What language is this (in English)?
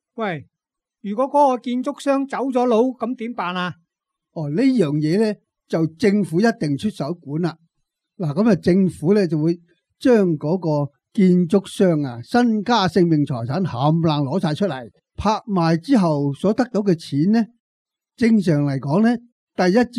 Cantonese